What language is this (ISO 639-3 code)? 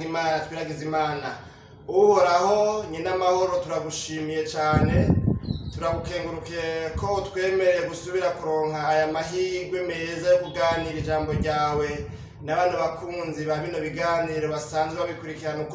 run